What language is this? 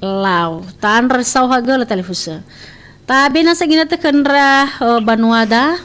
Nias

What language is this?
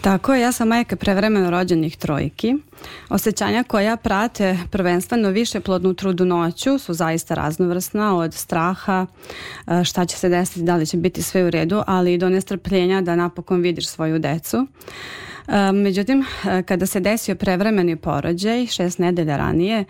Serbian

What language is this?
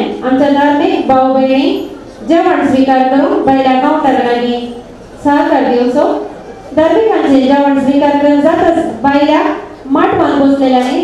Konkani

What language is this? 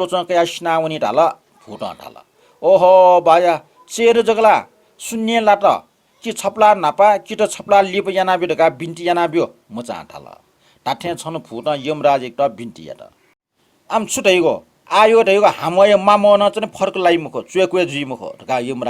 Newari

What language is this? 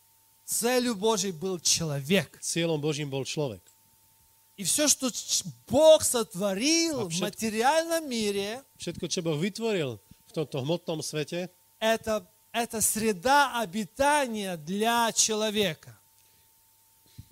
Russian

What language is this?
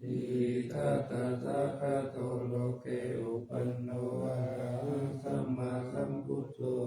Pali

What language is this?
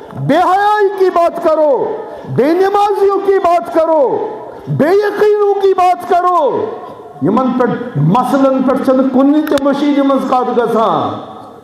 Kashmiri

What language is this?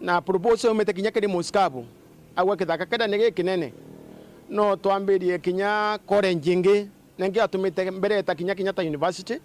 Meru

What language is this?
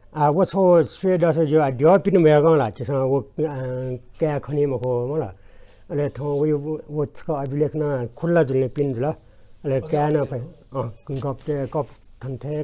Newari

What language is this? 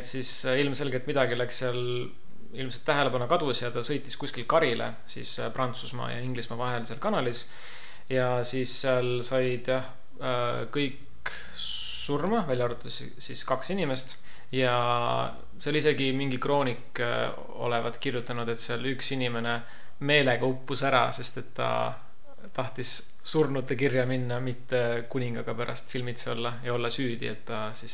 Estonian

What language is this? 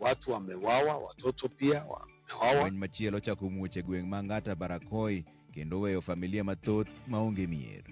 Luo (Kenya and Tanzania)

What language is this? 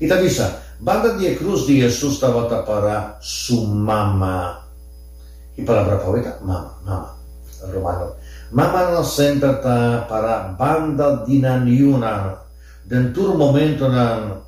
Papiamento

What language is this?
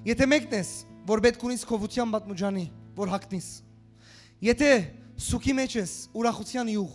Western Armenian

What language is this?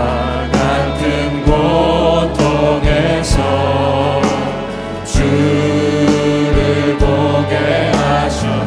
Korean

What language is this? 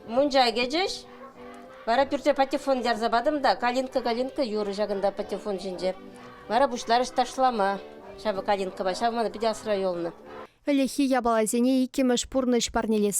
Chuvash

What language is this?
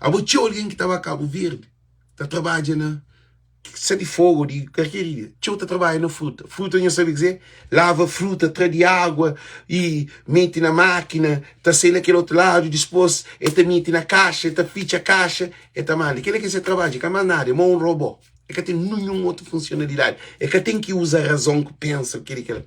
Kabuverdianu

